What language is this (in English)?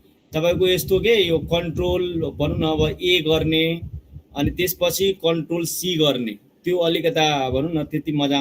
Nepali